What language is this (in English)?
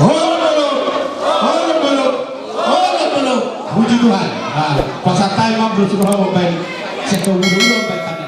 Batak Toba